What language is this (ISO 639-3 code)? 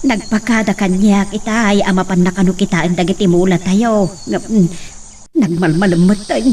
ilo